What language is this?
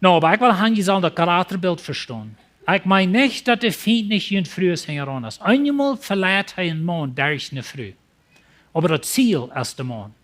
Plautdietsch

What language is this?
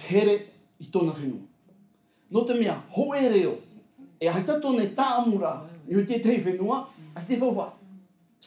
Tahitian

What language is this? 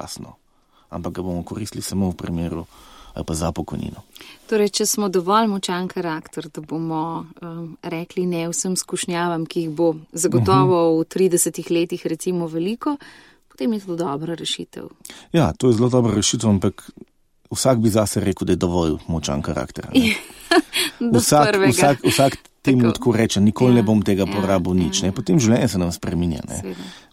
Slovenian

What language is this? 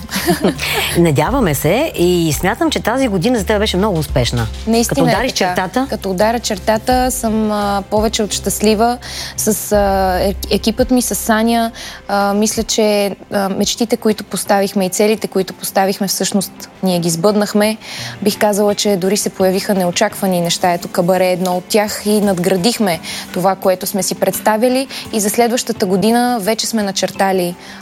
Bulgarian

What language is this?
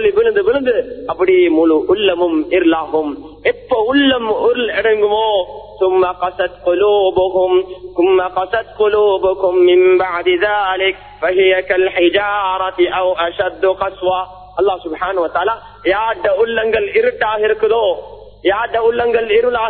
Tamil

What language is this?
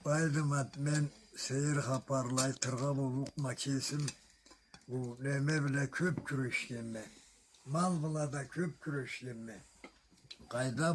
Karachay-Balkar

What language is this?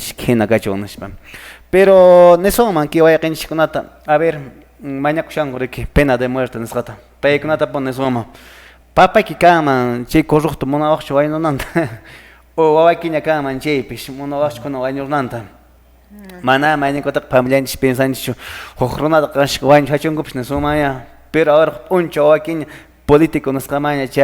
Quechua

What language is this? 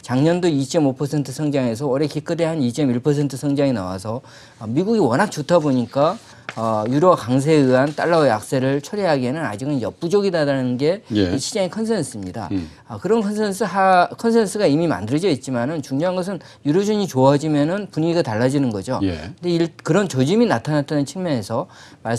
Korean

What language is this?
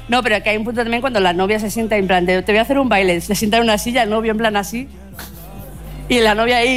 Spanish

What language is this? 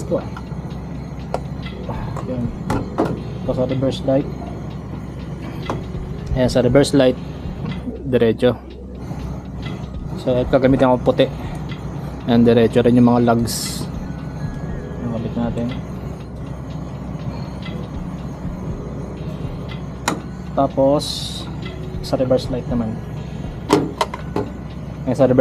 Filipino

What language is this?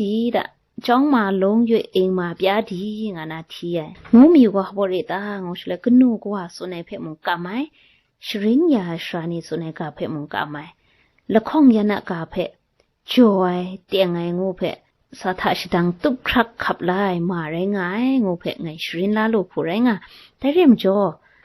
Kachin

